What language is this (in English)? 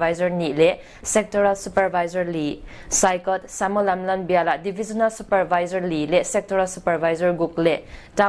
Paite Chin